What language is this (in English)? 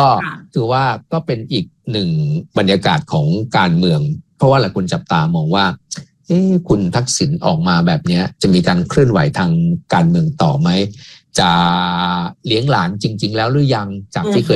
Thai